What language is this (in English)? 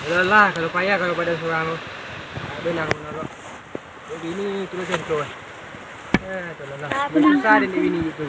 Minangkabau